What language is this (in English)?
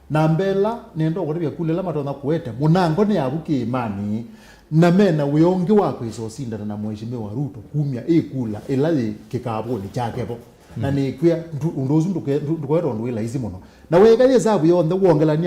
Kamba